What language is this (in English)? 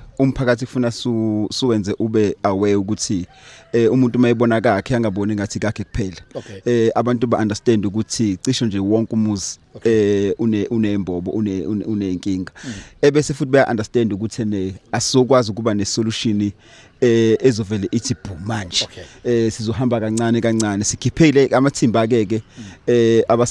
Zulu